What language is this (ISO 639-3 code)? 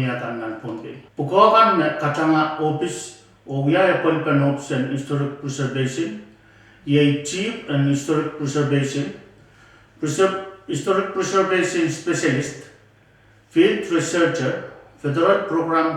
pon